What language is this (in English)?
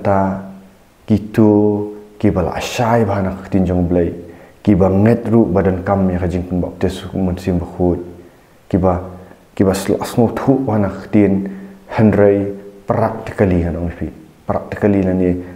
Khasi